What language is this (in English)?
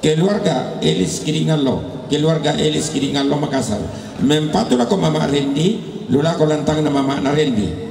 Toraja-Sa'dan